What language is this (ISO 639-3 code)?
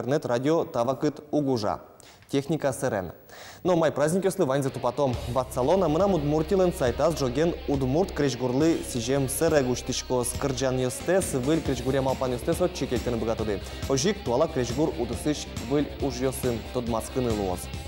udm